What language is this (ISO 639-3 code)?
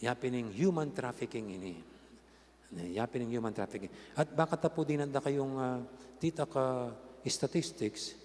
pam